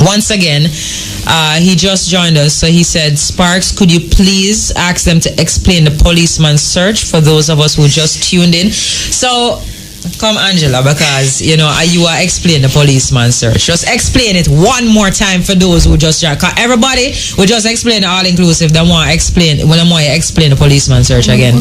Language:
Jamaican Creole English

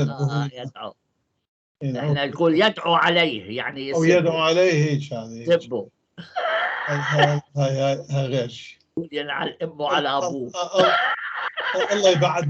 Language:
North Levantine Arabic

